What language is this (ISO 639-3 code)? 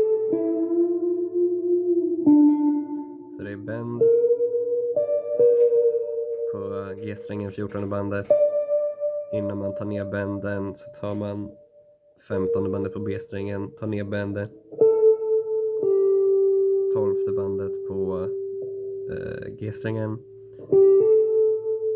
swe